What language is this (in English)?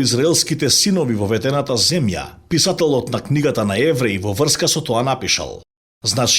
Macedonian